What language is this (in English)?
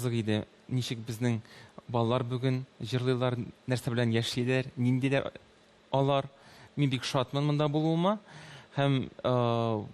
Tatar